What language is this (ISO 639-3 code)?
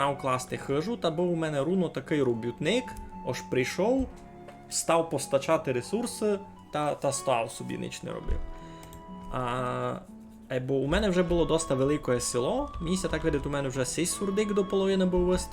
rue